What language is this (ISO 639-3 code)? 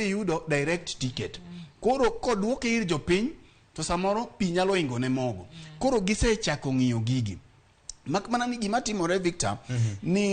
luo